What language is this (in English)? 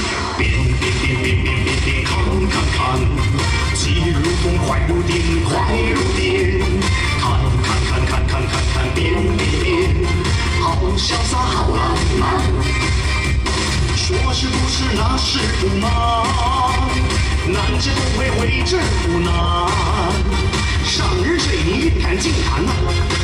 Chinese